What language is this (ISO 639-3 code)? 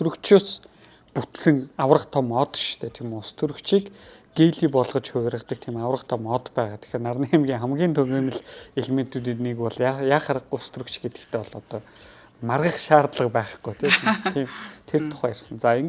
mon